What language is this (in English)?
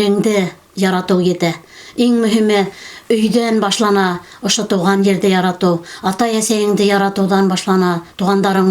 Bashkir